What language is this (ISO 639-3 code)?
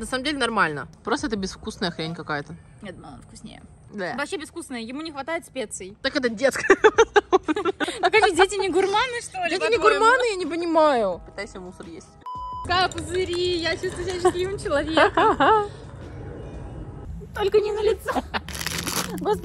rus